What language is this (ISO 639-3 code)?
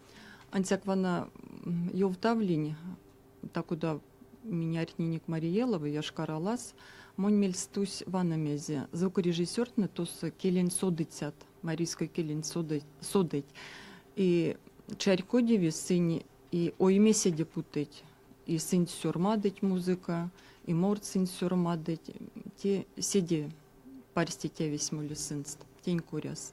myv